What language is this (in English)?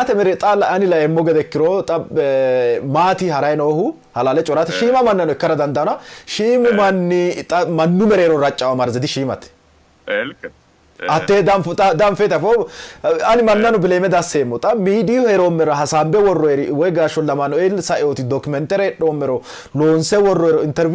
Sidamo